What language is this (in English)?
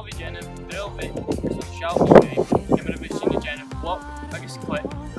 Scottish Gaelic